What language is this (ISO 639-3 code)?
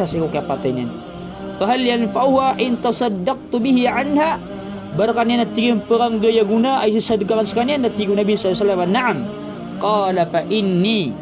mrw